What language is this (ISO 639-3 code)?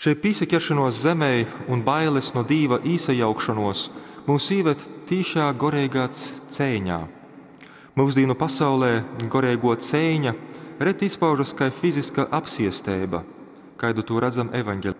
ltg